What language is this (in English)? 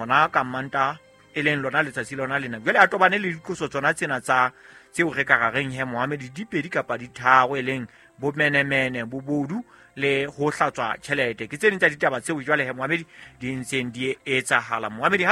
Southern Sotho